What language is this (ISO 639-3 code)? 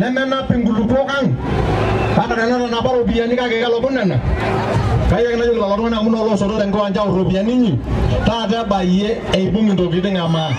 mas